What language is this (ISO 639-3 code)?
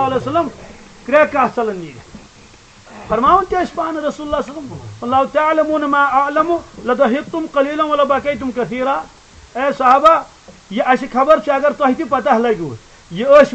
kas